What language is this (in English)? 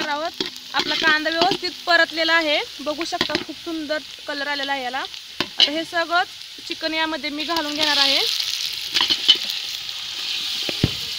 Marathi